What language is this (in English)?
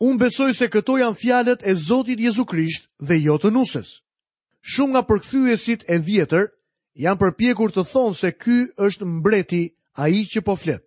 Albanian